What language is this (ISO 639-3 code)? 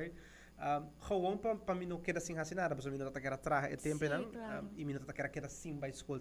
pap